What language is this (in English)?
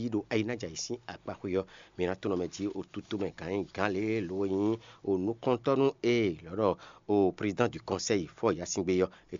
Fon